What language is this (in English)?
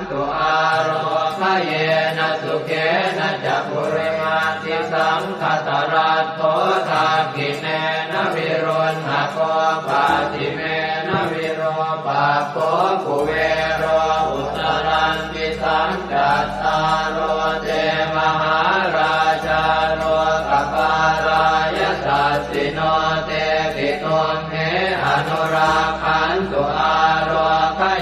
Pali